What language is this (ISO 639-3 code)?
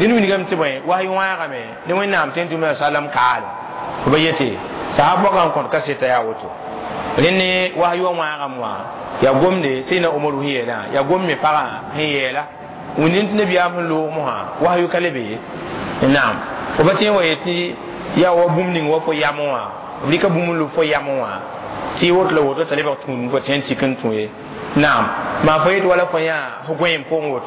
mos